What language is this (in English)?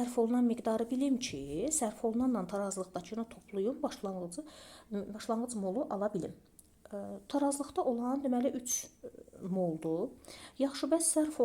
Azerbaijani